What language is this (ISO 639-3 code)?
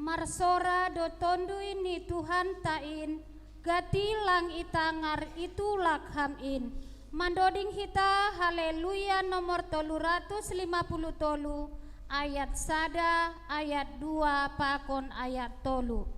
bts